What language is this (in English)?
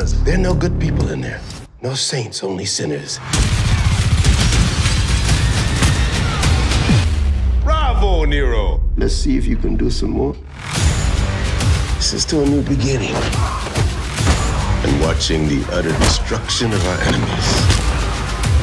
English